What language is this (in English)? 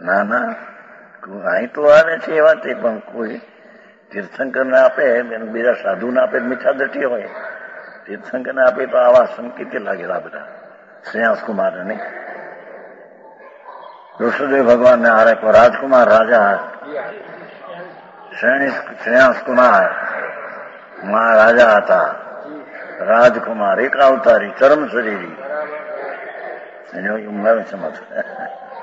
Gujarati